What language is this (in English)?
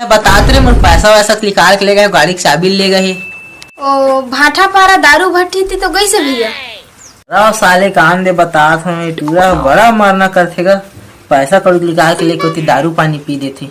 Chhattisgarhi